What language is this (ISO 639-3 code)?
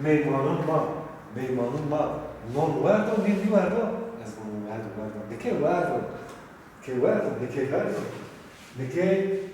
zza